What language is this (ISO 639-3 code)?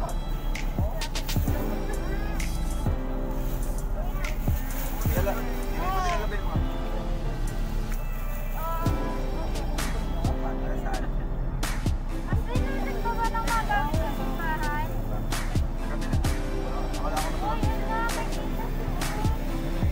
fil